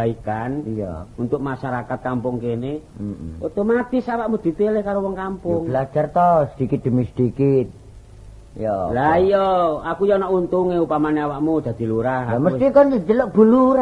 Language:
Javanese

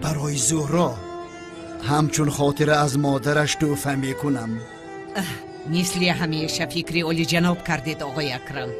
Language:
Tajik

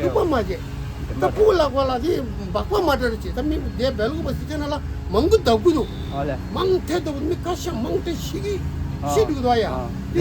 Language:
Tibetan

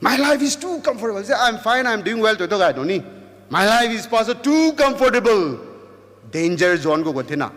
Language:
Rongmei Naga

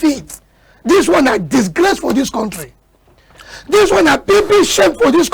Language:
Cameroon Pidgin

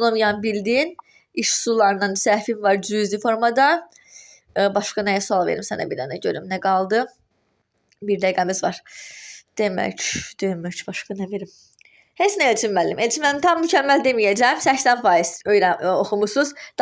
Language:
Azerbaijani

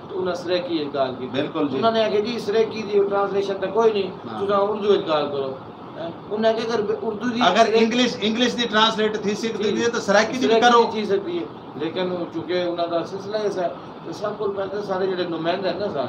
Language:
Saraiki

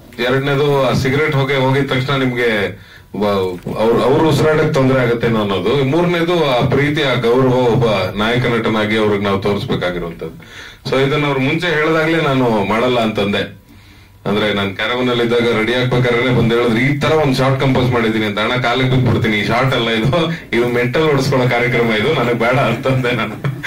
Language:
Kannada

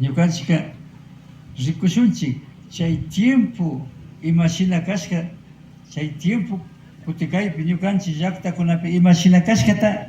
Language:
Imbabura Highland Quichua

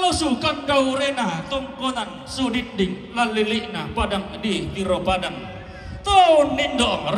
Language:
Toraja-Sa'dan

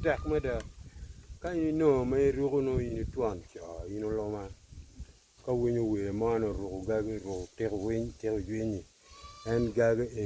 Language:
Acoli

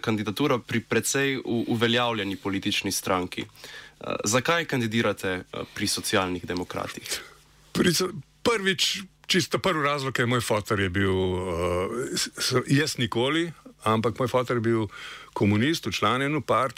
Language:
Slovenian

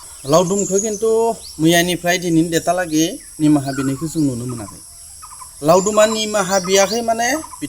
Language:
Bodo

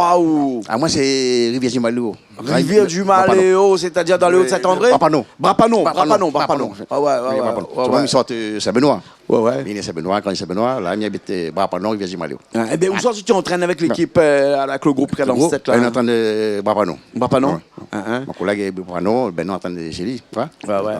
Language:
Réunion Creole French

